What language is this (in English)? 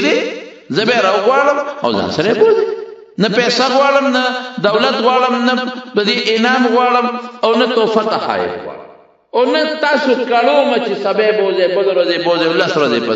Pashto